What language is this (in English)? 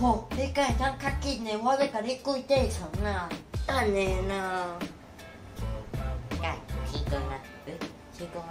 Min Nan Chinese